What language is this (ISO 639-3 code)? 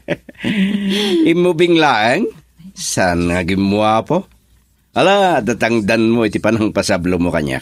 ilo